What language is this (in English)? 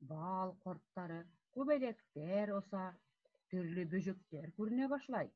Bashkir